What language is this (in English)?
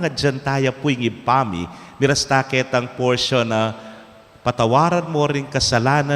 Pampanga